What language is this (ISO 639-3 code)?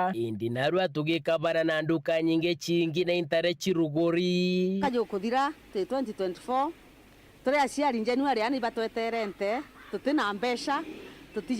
mer